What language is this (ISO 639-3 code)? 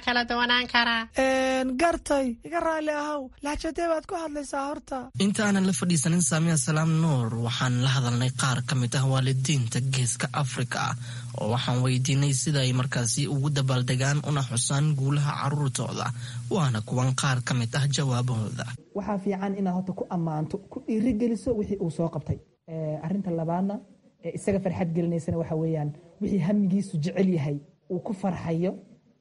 som